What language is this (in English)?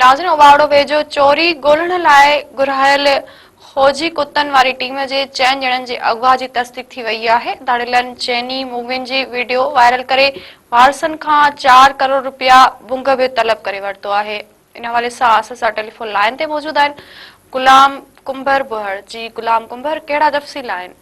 Sindhi